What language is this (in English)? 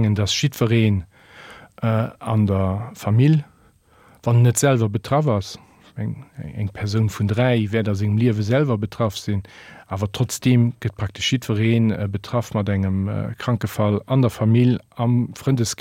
Luxembourgish